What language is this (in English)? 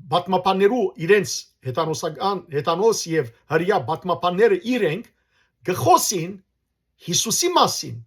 Western Armenian